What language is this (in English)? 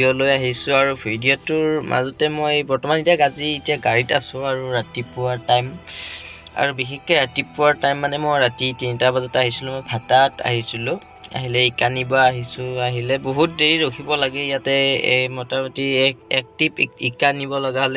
Assamese